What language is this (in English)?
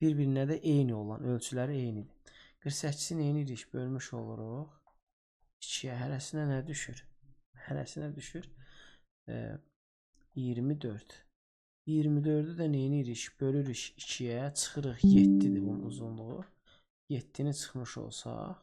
Azerbaijani